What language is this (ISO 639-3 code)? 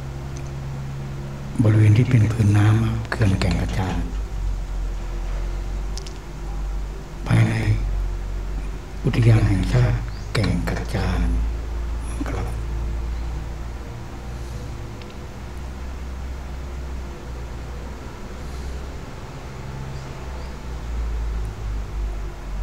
tha